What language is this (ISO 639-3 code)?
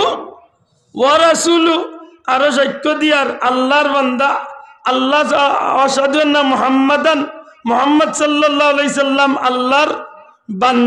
syl